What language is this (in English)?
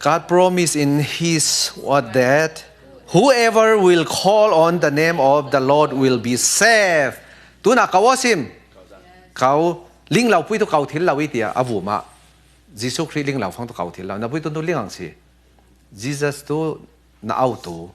Falam Chin